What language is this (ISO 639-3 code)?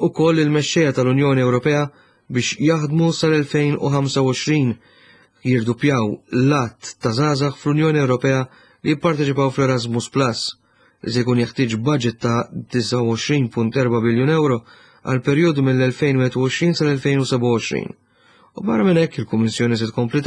mlt